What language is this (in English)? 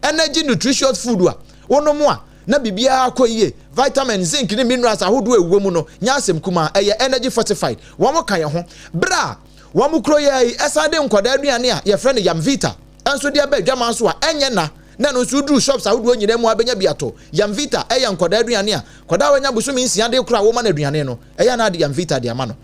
Akan